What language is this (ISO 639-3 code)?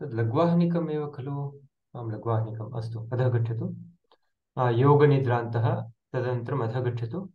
san